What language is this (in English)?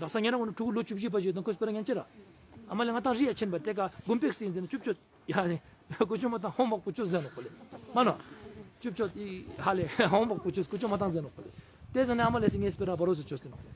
Ladakhi